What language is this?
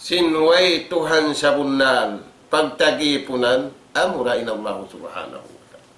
Tausug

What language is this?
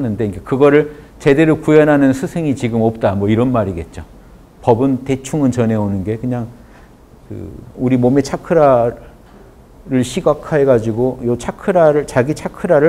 Korean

